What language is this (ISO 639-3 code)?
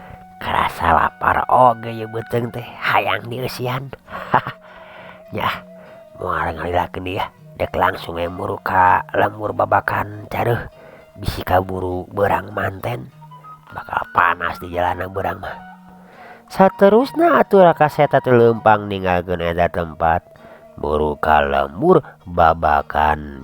sun